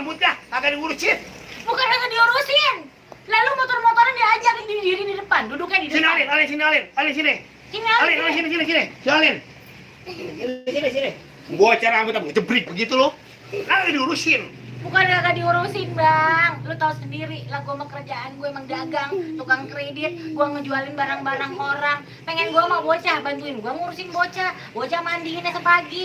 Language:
Betawi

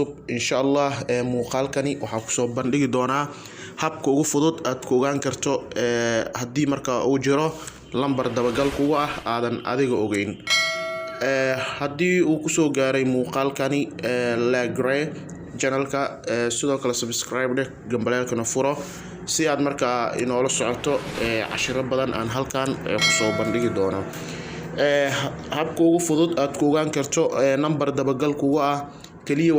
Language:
Somali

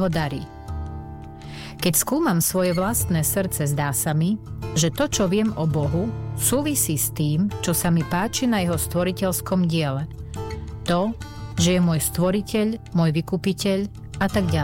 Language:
Slovak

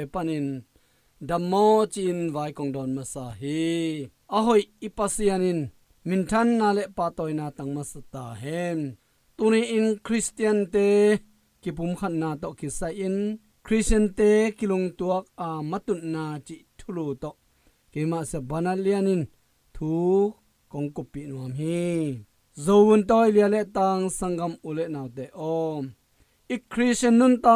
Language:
Tedim Chin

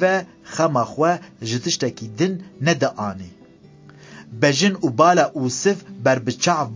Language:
Kurdish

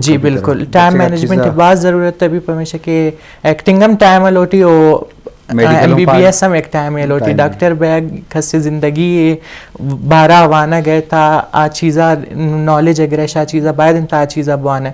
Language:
Eastern Balochi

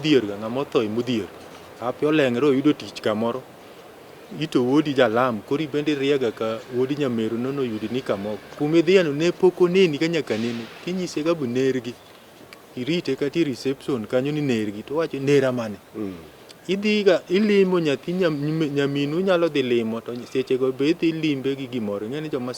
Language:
Luo (Kenya and Tanzania)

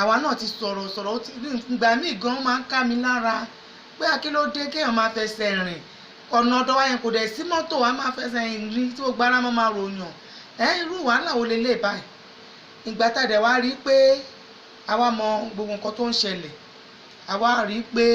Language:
Yoruba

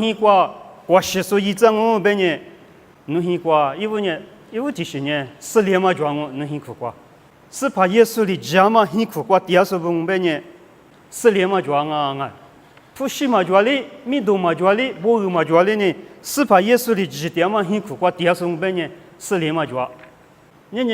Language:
Lisu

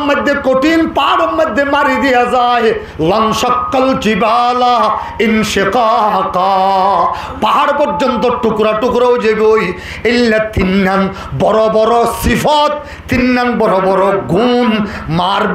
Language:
Rohingya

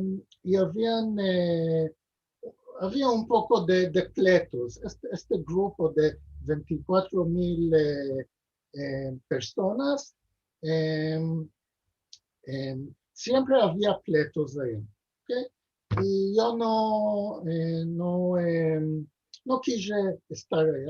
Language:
Ladino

